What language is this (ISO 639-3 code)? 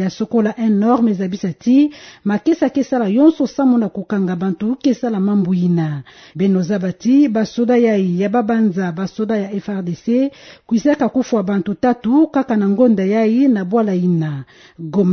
ktu